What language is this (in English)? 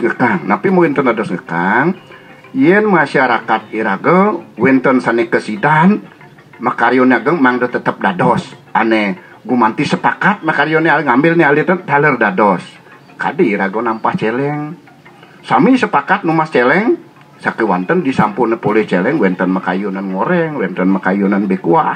Balinese